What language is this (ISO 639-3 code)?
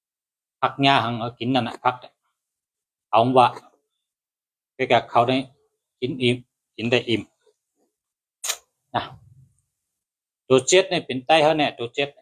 shn